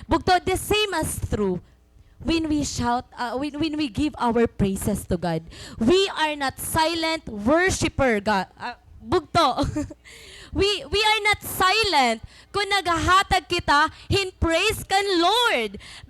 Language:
Waray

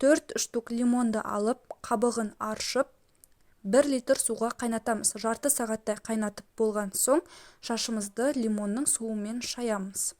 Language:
Kazakh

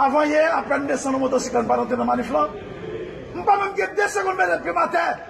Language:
Haitian Creole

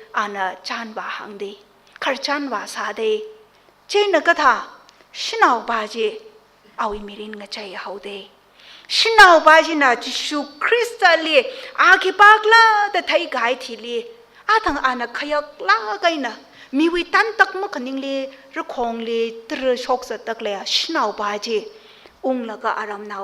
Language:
Tangkhul Naga (India)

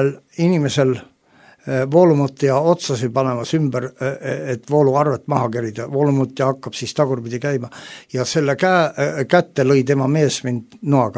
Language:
Estonian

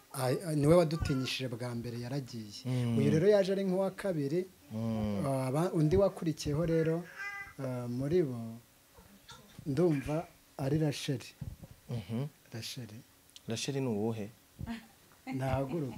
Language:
Kinyarwanda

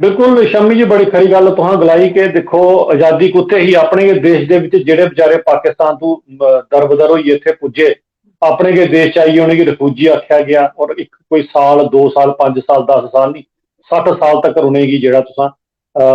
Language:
Dogri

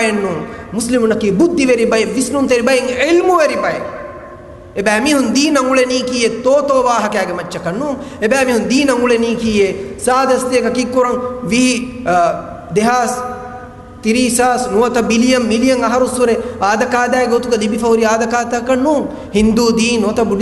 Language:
Divehi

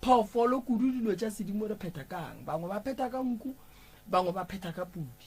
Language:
Northern Sotho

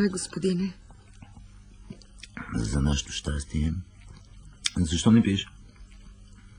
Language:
Bulgarian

